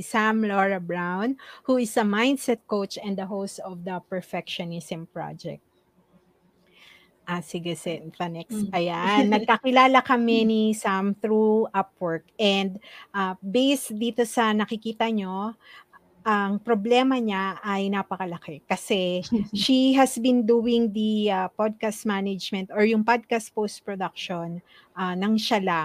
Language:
Filipino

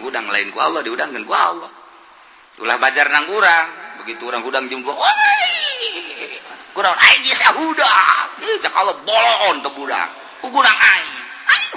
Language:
Sundanese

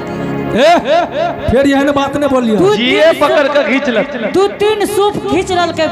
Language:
Angika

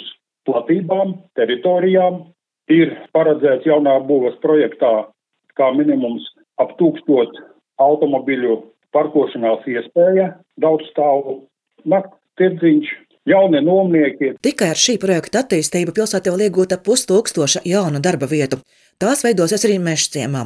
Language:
Latvian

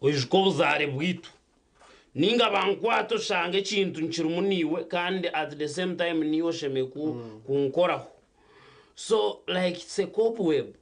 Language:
Nyankole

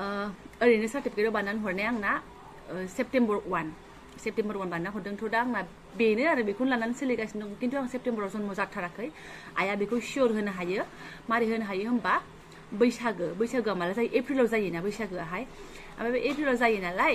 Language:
Bodo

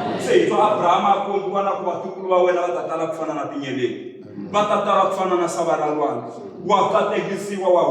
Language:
Tsonga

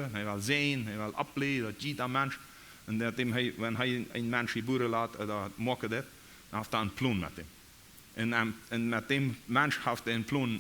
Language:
Plautdietsch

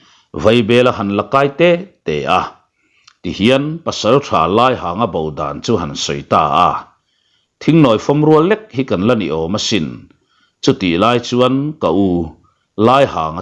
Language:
Mizo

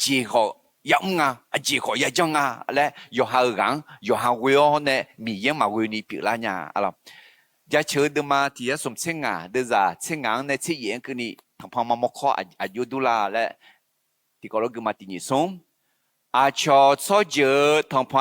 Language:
Akha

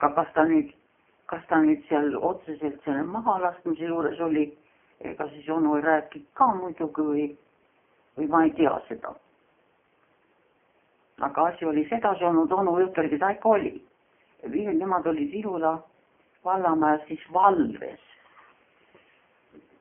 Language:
Estonian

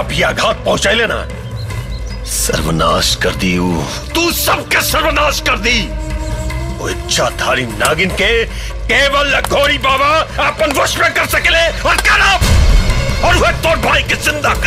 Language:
Bhojpuri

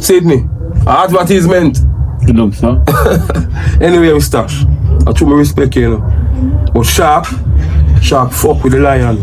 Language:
Jamaican Creole English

